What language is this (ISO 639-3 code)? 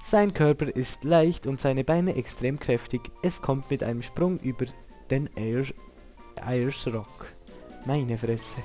gsw